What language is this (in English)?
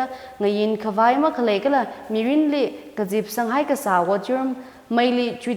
Tangkhul Naga (India)